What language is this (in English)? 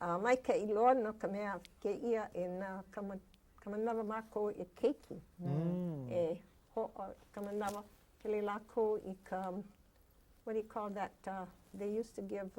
Hawaiian